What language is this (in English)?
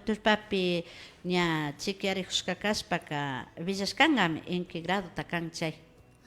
Imbabura Highland Quichua